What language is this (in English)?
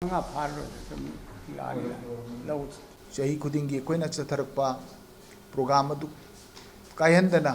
Manipuri